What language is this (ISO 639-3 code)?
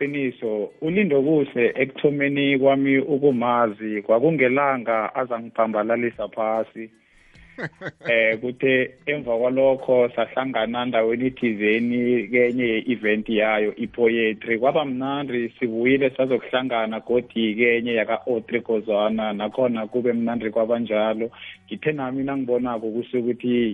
nbl